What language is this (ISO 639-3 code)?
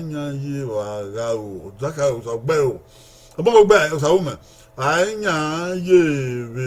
bin